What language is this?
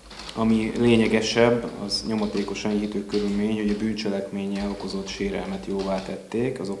Hungarian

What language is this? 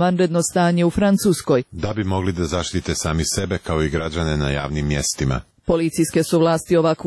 Serbian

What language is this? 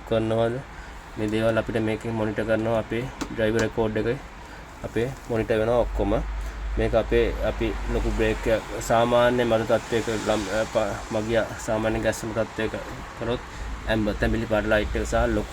Sinhala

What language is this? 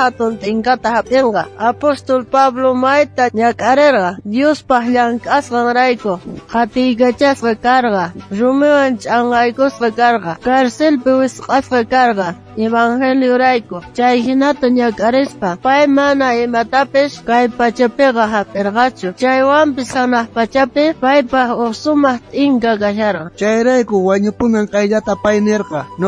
South Bolivian Quechua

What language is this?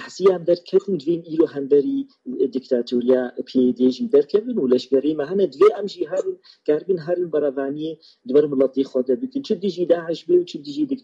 Kurdish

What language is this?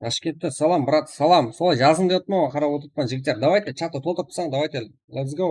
Kara-Kalpak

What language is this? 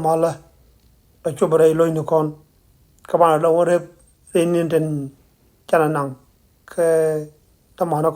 Nuer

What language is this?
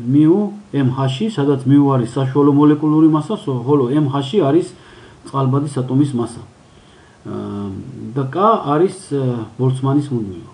Georgian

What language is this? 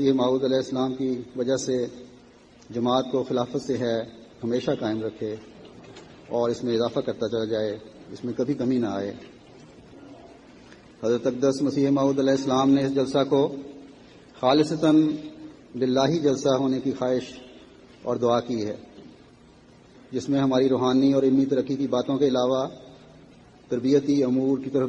Urdu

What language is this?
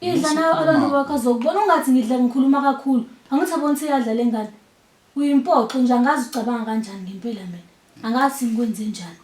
Zulu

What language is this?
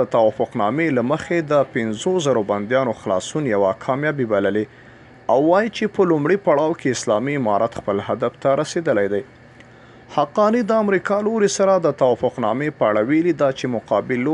Pashto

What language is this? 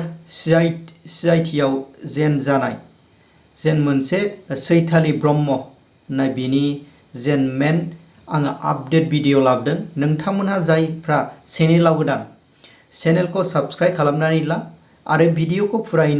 Bodo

